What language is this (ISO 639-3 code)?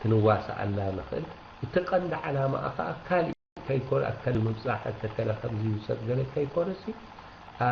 tir